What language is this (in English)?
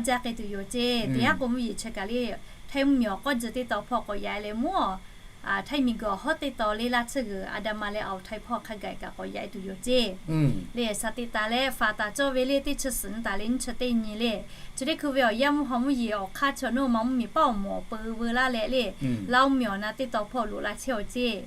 Lahu